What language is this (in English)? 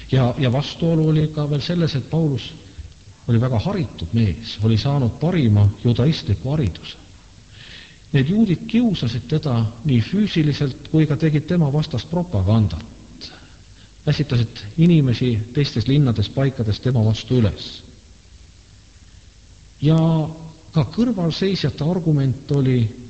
Estonian